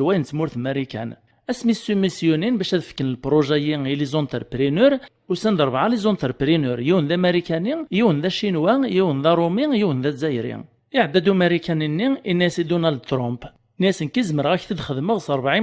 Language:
Kabyle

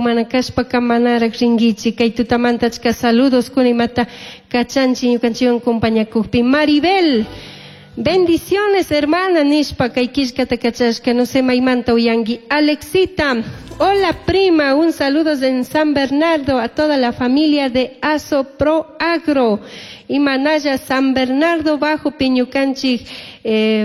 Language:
Chimborazo Highland Quichua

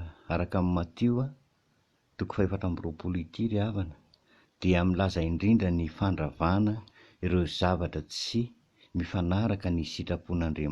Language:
Malagasy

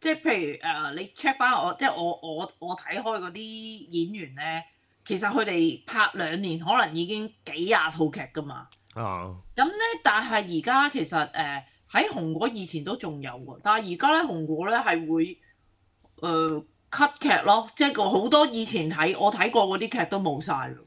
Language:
Cantonese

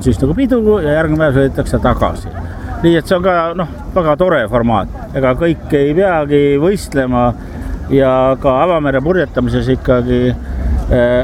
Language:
Estonian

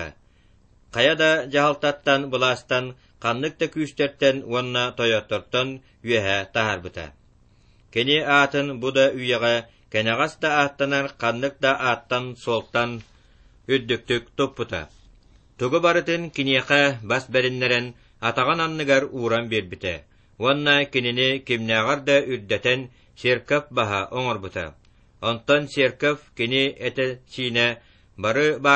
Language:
Yakut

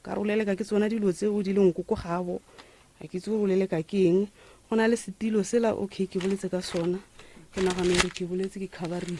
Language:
Northern Sotho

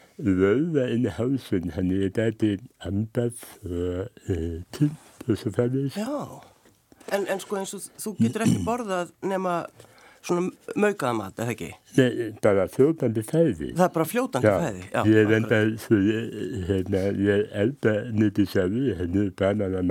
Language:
Icelandic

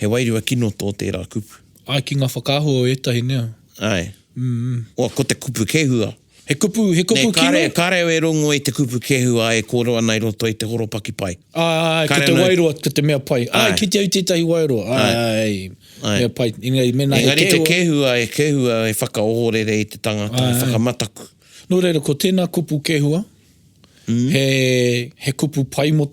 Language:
Māori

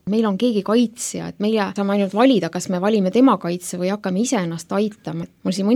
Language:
Estonian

